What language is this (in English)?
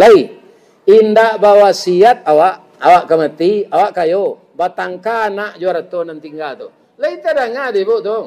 Minangkabau